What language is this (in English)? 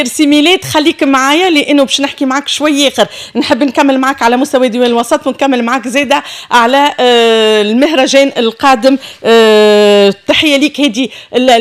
Tunisian Arabic